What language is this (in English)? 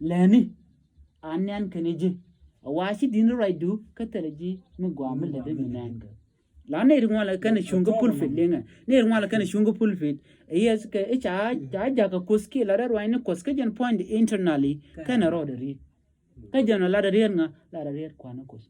Nuer